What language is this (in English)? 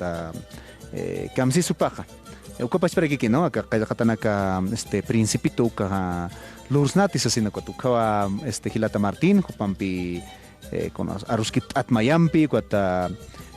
Aymara